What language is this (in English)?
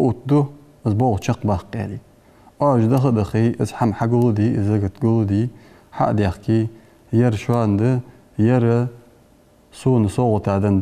Ingush